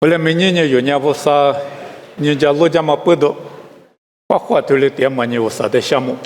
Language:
Lisu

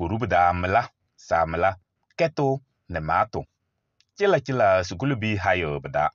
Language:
Kabiyè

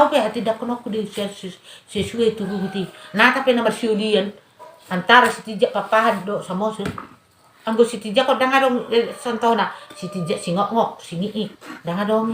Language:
Batak Toba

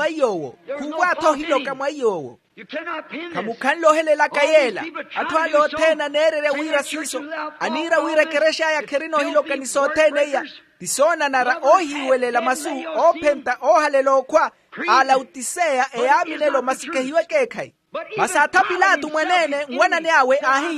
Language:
Makhuwa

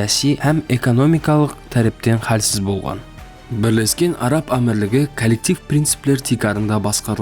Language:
Kara-Kalpak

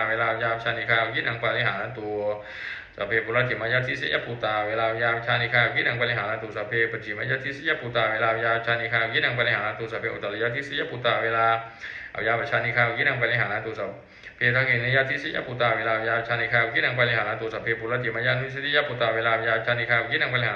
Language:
Pali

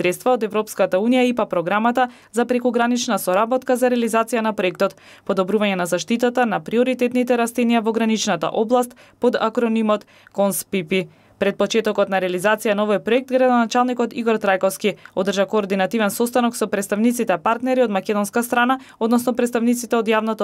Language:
Macedonian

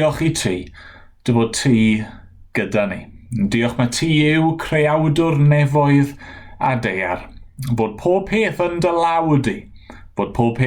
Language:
Welsh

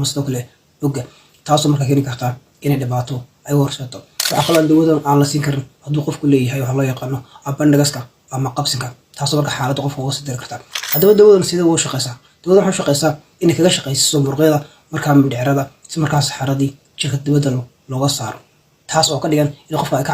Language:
Somali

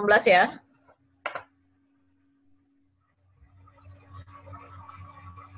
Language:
Indonesian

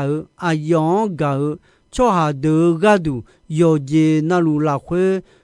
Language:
Akha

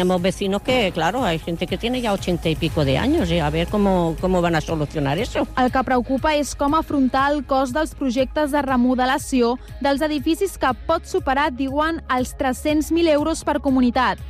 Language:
Catalan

